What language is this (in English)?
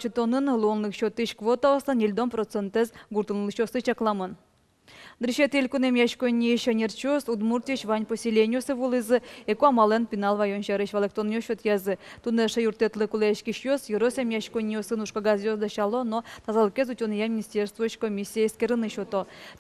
Udmurt